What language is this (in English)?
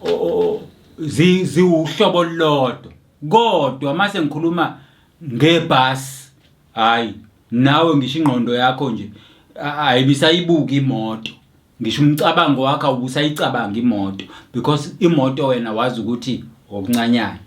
Zulu